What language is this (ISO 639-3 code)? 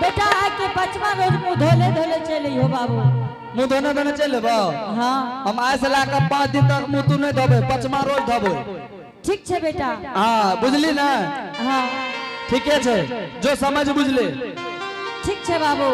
anp